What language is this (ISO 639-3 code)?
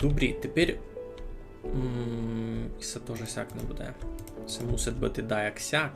rue